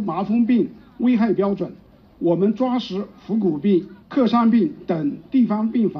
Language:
Chinese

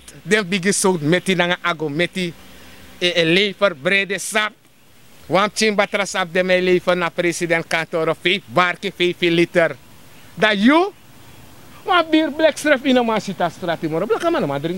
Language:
Sranan Tongo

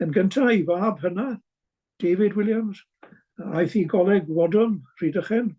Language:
Welsh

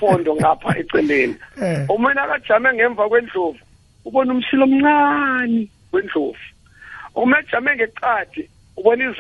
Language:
South Ndebele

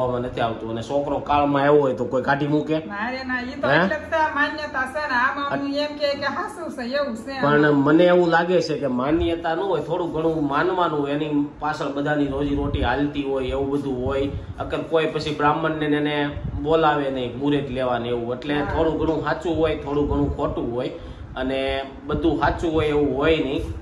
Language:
Gujarati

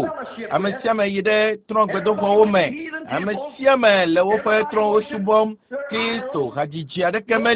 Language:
Ewe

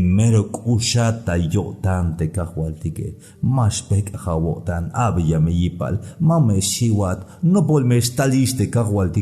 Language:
Tzeltal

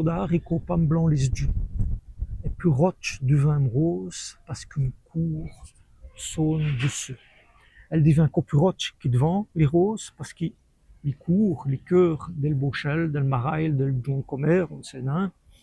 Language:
Walloon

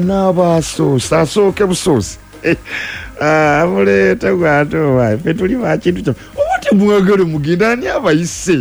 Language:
Ganda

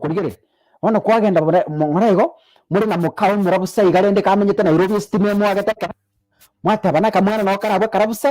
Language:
Gusii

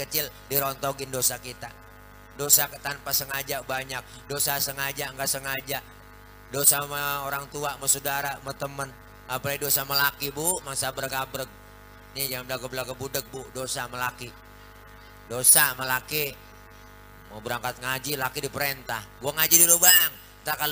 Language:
Betawi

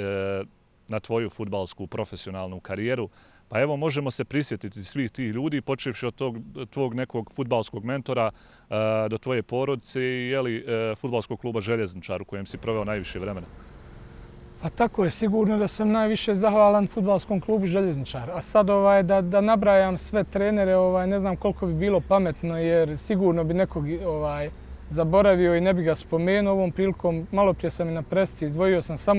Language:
Bosnian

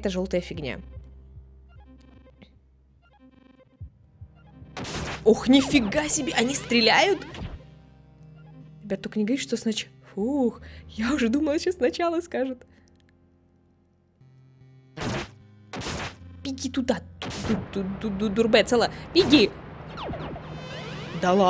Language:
Russian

